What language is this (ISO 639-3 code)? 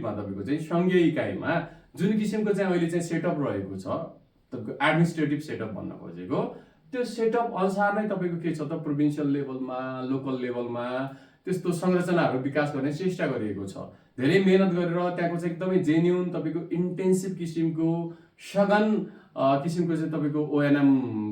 nep